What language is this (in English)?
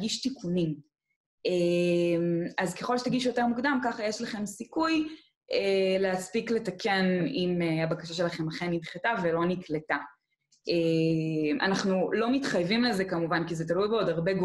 Hebrew